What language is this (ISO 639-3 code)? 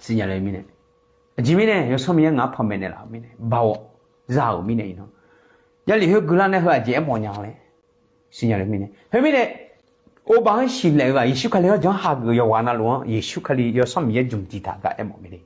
ahk